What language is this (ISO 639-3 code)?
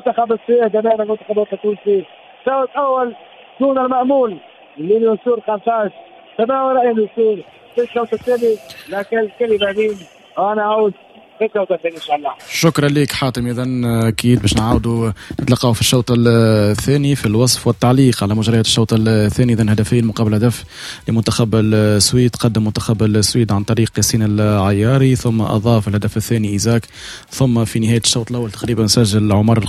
aeb